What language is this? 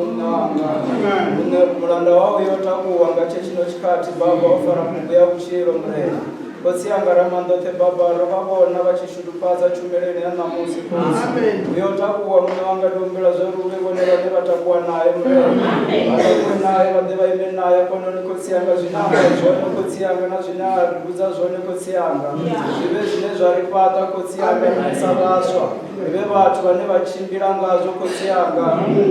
Venda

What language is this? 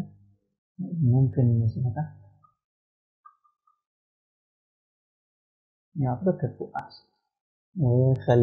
Egyptian Arabic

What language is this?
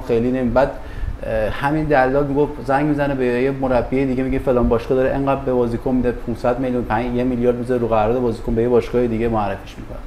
Persian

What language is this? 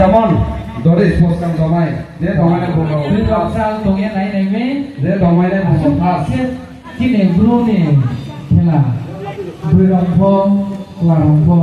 Riang (India)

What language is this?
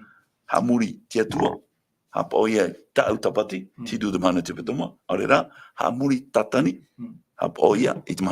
Tahitian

